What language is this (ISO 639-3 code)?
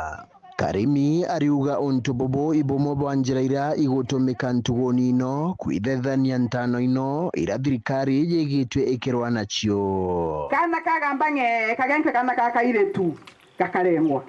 mer